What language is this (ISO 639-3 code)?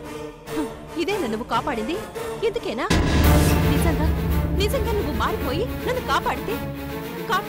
tel